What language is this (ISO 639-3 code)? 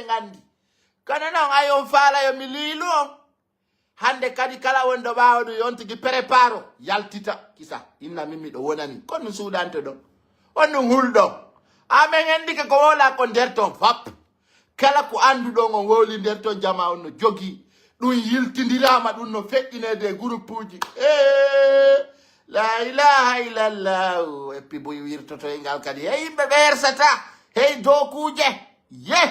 ful